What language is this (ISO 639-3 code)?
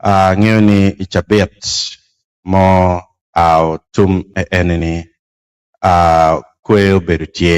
ach